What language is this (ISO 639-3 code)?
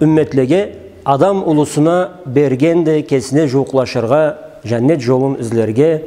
krc